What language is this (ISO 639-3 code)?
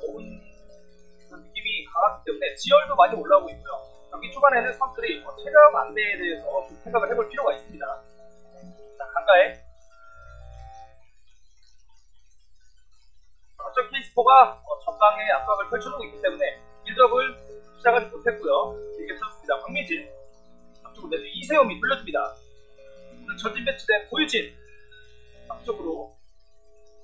kor